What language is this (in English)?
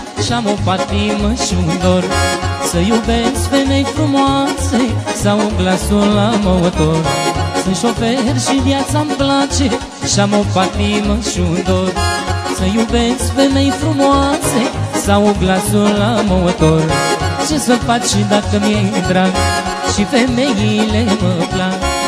Romanian